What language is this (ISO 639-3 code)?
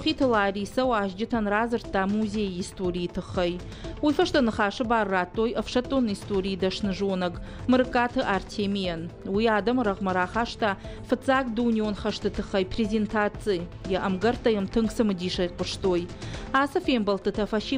oss